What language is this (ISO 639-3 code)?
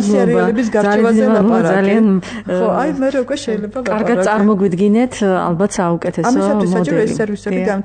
kat